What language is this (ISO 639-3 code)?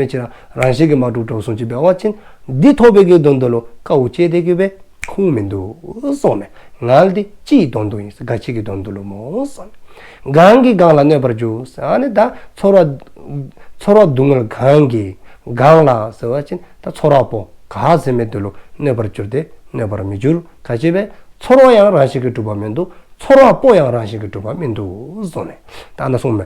dzo